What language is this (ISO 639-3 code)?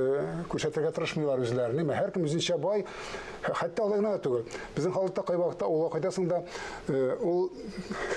tat